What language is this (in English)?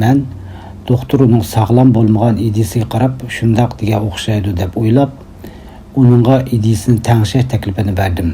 Uyghur